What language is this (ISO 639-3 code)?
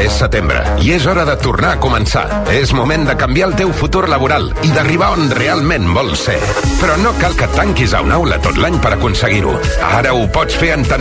cat